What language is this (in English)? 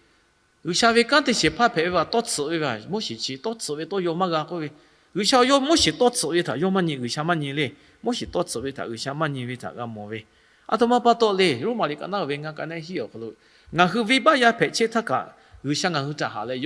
Lahu